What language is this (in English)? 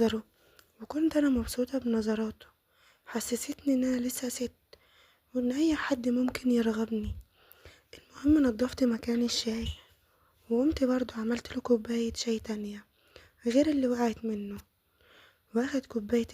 Egyptian Arabic